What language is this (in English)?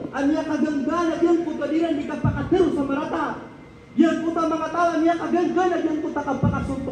Maranao